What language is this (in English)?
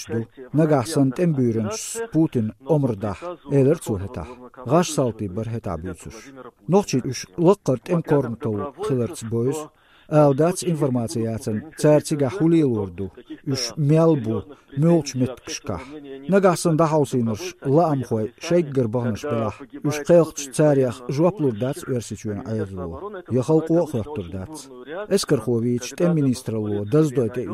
Chechen